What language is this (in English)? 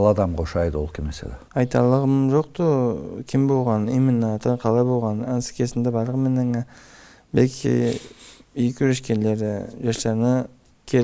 Karachay-Balkar